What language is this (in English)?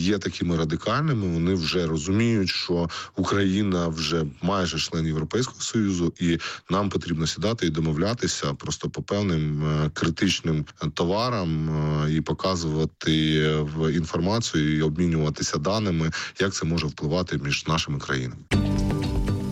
Ukrainian